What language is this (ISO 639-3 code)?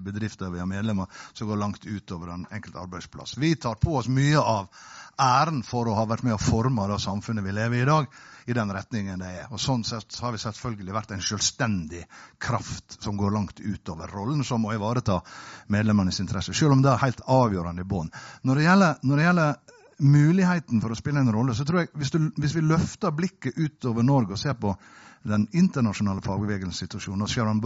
nor